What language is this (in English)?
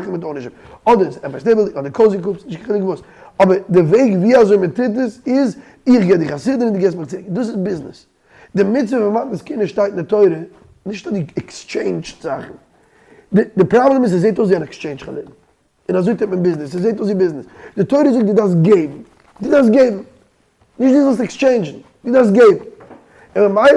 Yiddish